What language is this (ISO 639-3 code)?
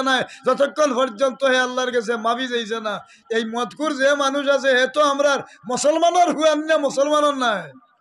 syl